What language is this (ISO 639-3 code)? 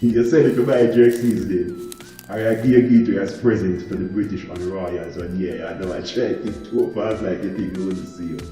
jam